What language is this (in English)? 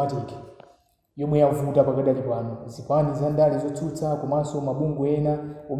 Nyanja